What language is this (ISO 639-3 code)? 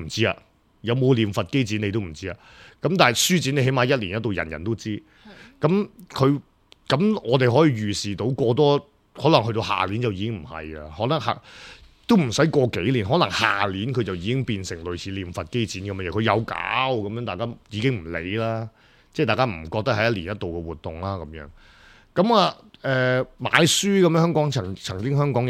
yue